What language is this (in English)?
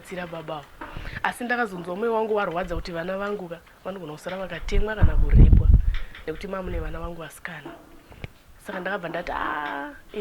Shona